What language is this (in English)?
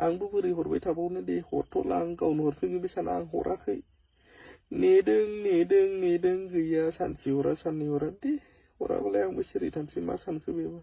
Bodo